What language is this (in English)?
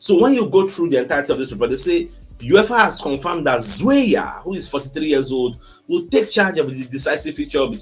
Nigerian Pidgin